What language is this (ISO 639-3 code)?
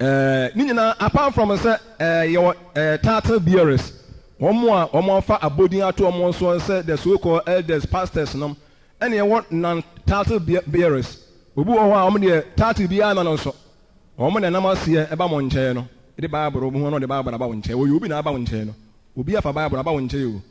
aka